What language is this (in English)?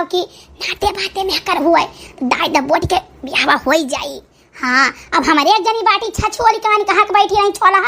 Awadhi